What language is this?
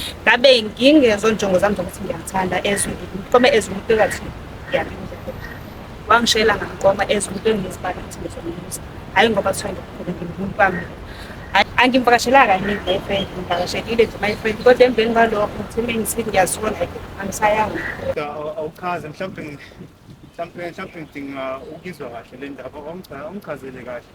Zulu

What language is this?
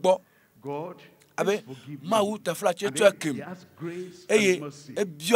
Ewe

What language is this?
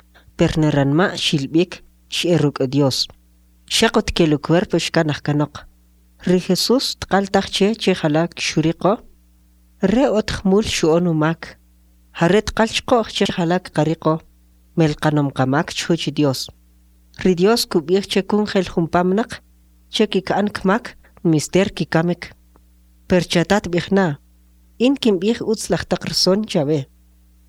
Kʼicheʼ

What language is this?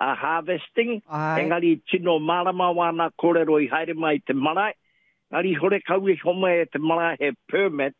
Māori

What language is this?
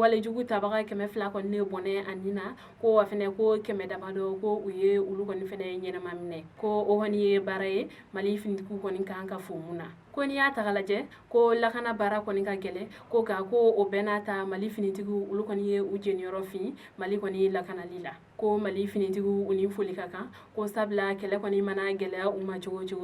Bambara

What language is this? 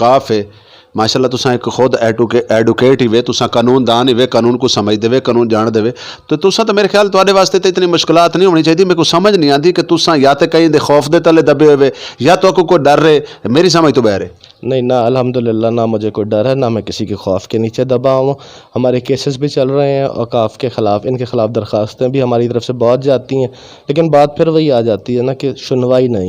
Saraiki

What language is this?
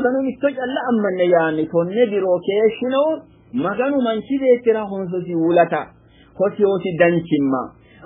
Sidamo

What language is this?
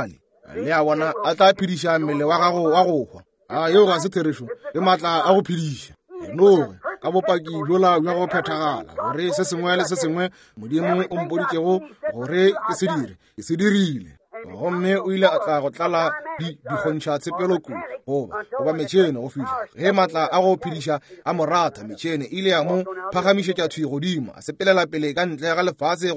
Northern Sotho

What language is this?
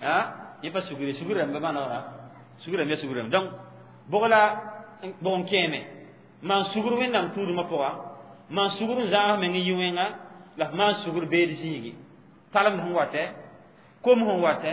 Mossi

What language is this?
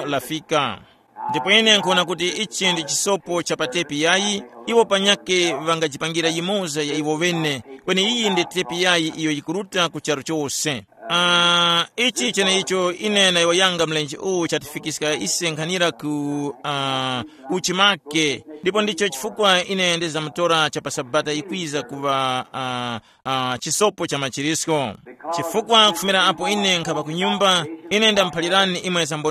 Tumbuka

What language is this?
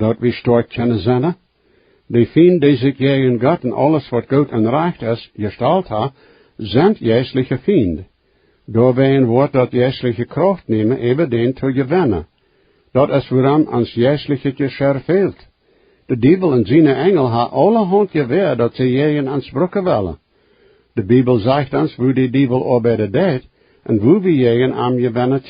Plautdietsch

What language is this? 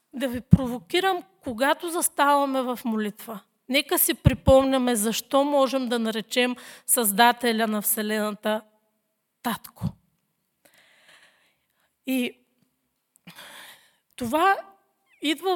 Bulgarian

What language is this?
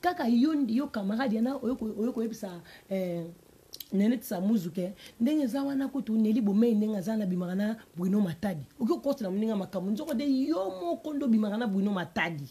Lingala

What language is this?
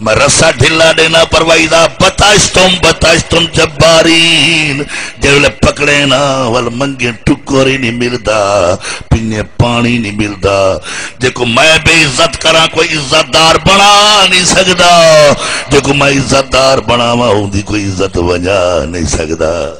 Saraiki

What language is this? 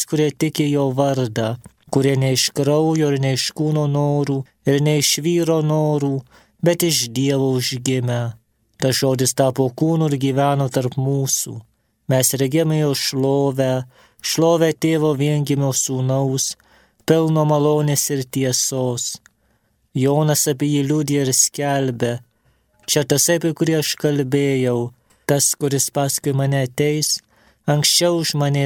Lithuanian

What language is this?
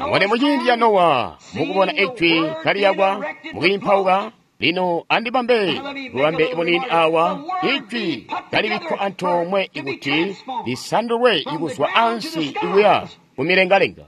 Tonga (Zambia)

